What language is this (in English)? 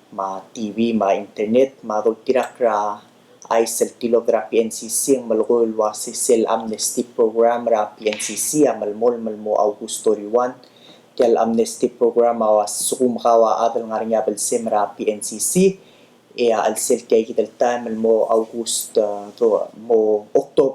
Palauan